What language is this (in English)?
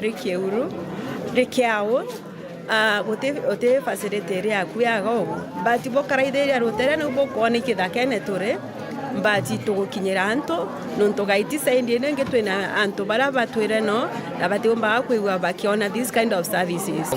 Meru